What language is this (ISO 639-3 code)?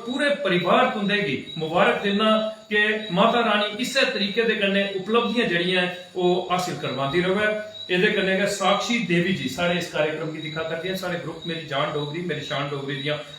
doi